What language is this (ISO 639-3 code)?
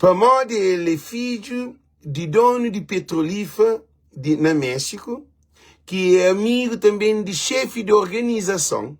kea